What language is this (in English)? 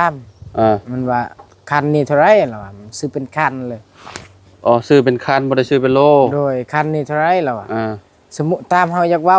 Lao